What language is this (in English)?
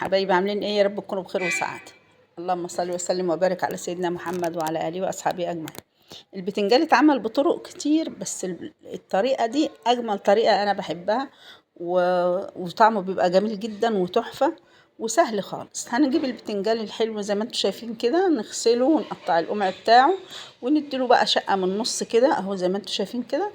Egyptian Arabic